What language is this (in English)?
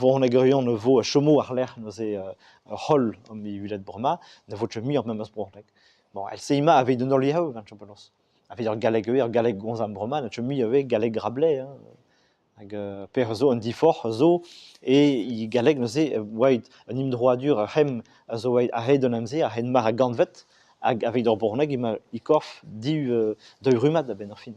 Breton